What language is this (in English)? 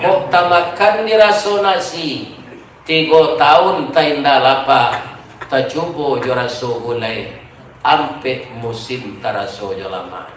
Minangkabau